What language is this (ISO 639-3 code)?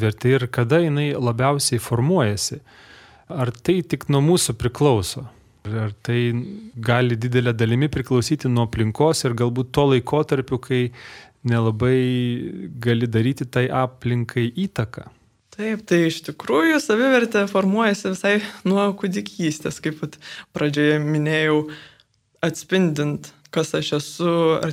lit